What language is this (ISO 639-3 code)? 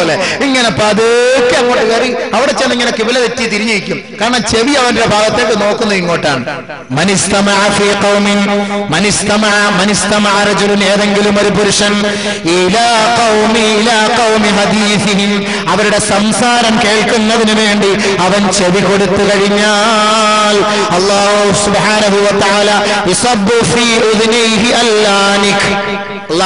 mal